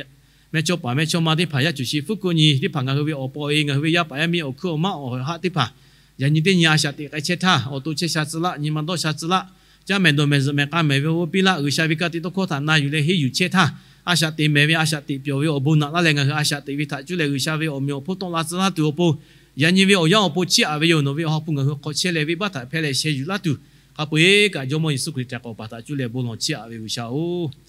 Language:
Lahu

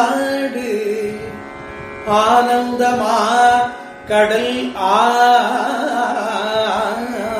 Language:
Tamil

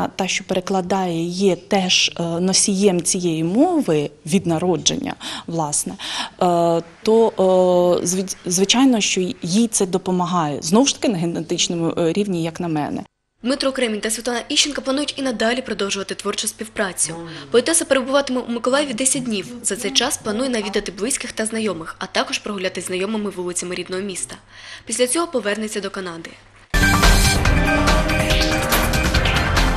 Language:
Ukrainian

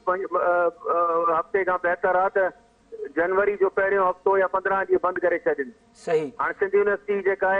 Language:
Sindhi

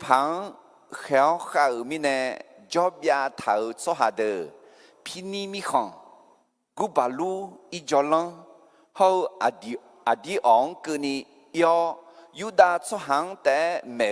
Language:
Akha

